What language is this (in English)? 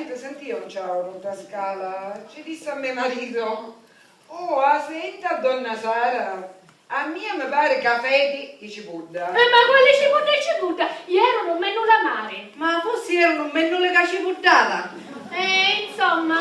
Sicilian